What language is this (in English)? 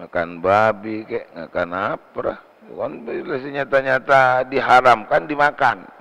Madurese